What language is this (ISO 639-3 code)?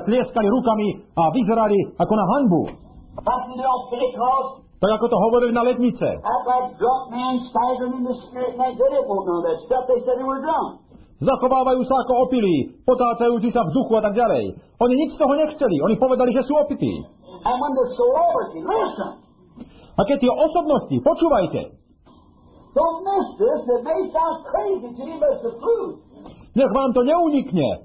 slk